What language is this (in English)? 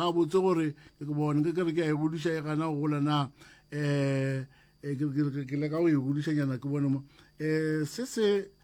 Northern Sotho